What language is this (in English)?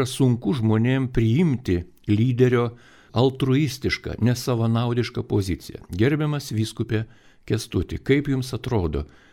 Lithuanian